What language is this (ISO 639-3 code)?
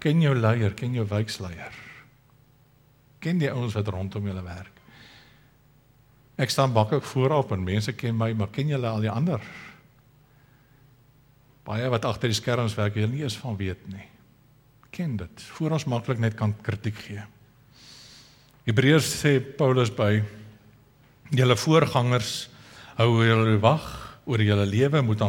afr